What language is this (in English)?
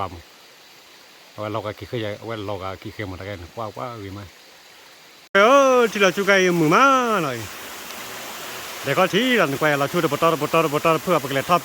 S'gaw Karen